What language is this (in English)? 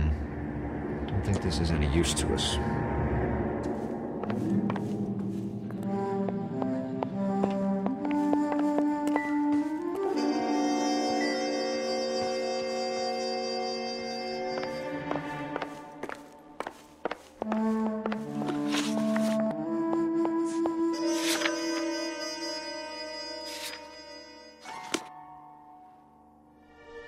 English